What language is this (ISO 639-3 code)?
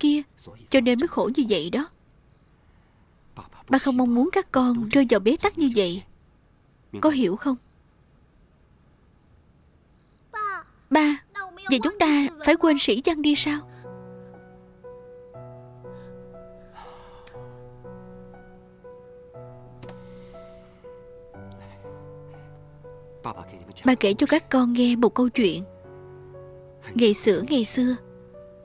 vie